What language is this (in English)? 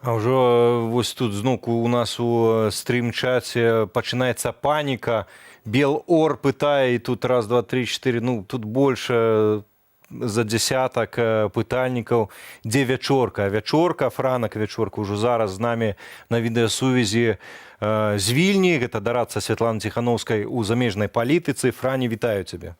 Belarusian